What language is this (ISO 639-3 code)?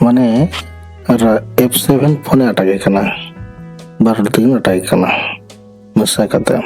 sat